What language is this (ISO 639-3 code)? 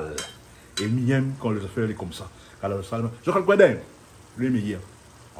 rcf